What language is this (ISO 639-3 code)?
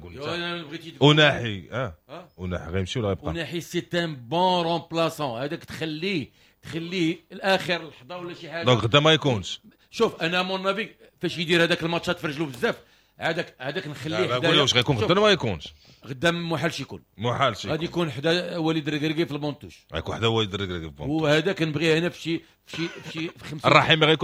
ary